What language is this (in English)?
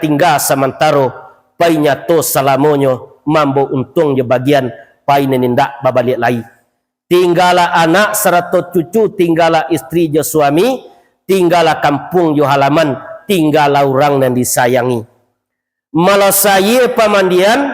Minangkabau